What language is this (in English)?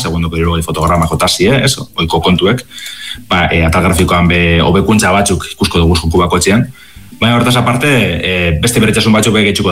Basque